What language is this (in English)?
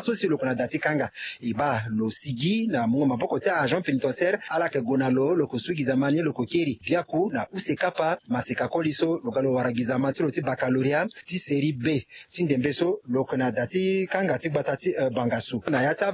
Sango